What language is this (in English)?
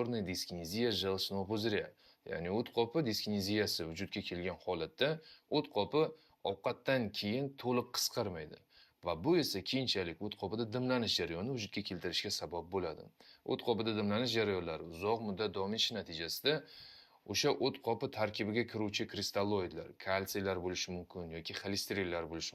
Uzbek